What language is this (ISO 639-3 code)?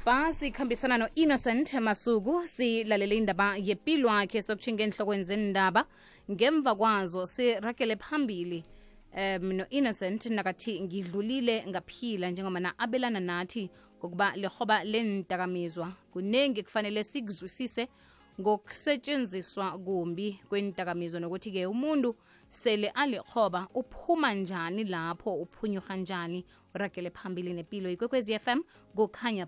nbl